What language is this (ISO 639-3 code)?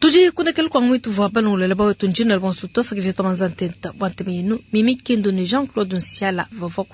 lua